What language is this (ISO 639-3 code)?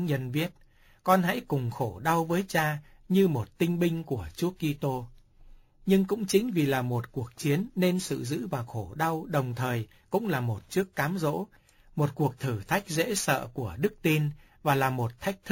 vie